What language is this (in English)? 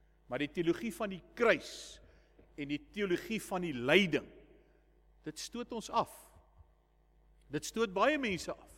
Afrikaans